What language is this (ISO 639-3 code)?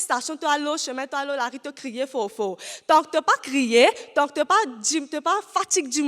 mfe